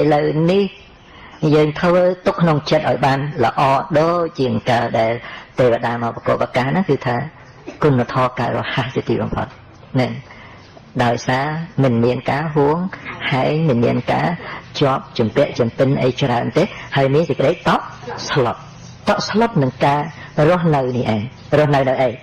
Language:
Khmer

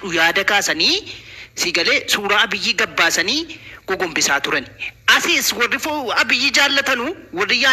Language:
Oromo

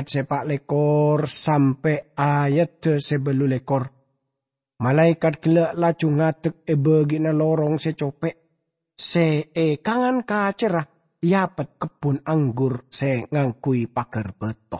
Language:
Madurese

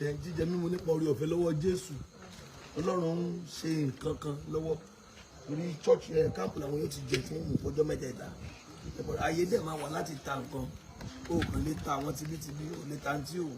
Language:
Yoruba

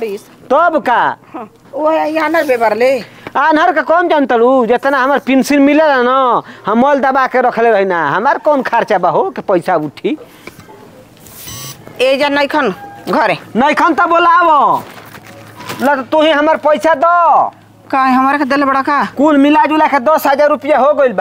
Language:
Bhojpuri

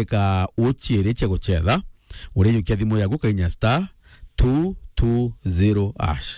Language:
Meru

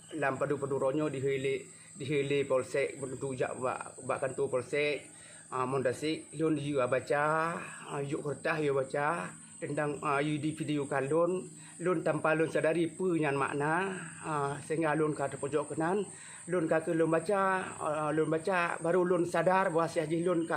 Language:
Achinese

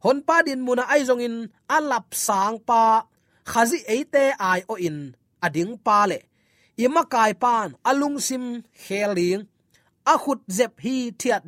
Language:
Tedim Chin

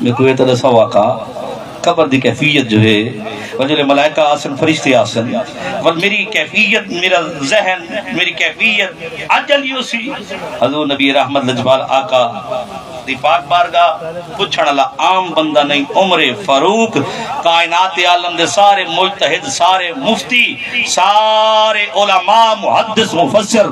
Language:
Saraiki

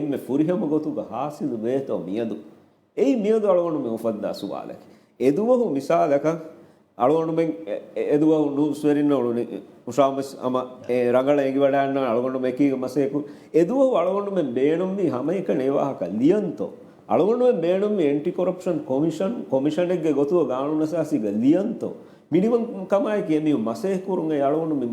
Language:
Divehi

